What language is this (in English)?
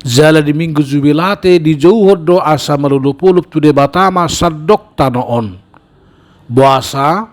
Batak Toba